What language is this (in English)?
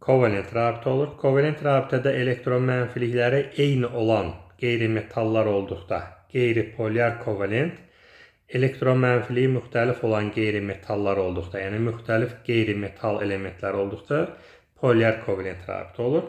Azerbaijani